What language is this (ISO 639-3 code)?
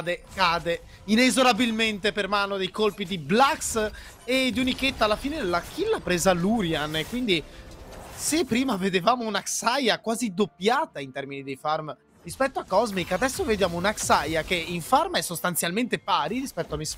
ita